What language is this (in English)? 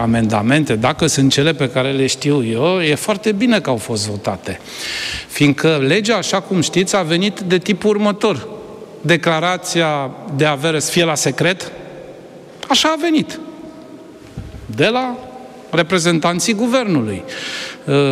Romanian